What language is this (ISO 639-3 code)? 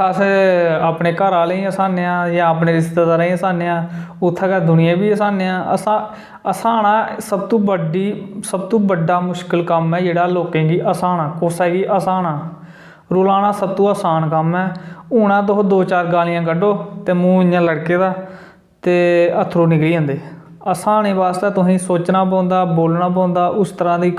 doi